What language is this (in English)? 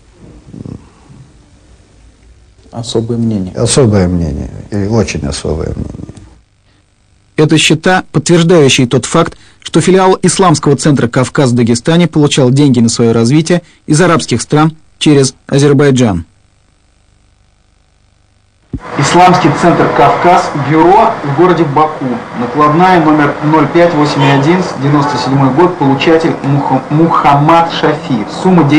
Russian